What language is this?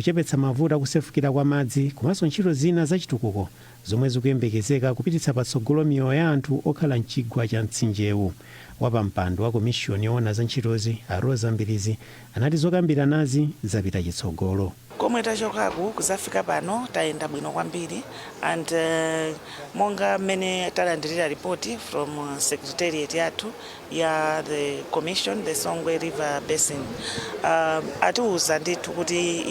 Nyanja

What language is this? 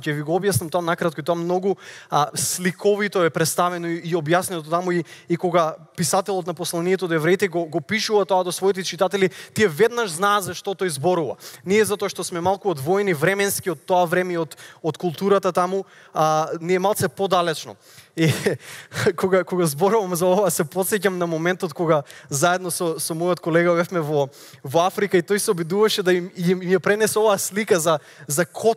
Macedonian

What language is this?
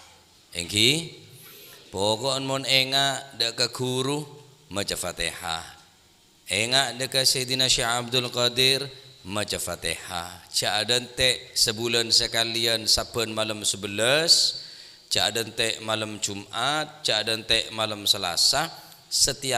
Madurese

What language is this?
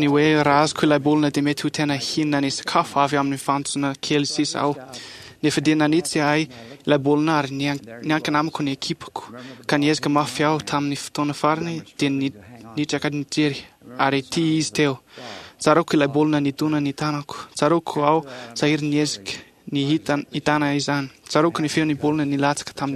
Malagasy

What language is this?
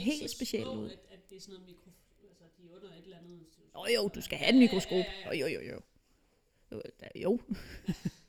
Danish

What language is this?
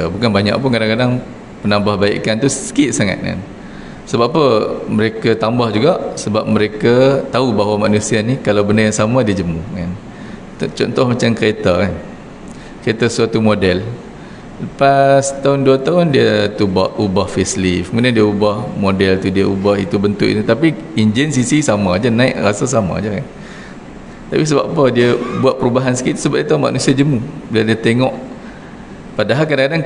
Malay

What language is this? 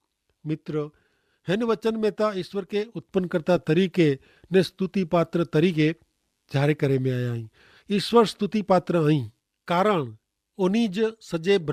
Kachhi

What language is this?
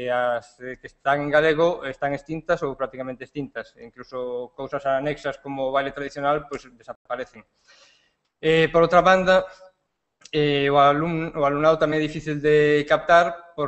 Galician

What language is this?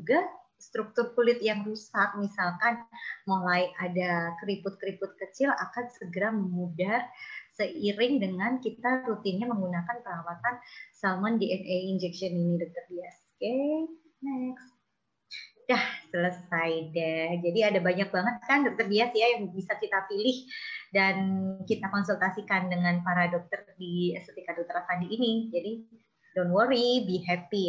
Indonesian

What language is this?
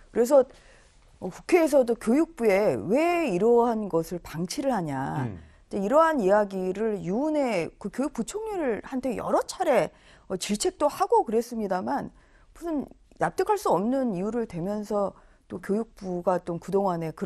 Korean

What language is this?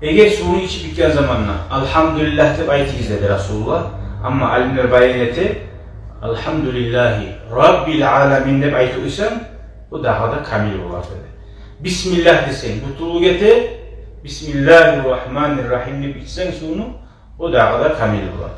Kumyk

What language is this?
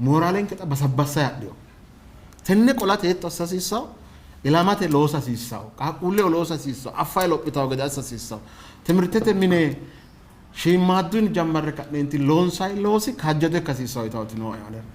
Sidamo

